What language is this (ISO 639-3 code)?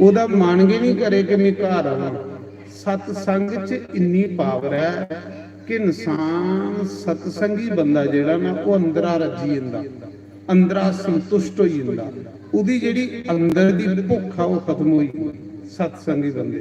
doi